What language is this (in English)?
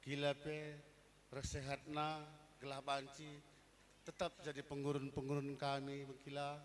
Batak Karo